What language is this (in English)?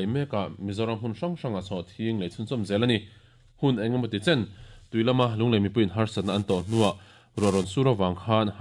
Mizo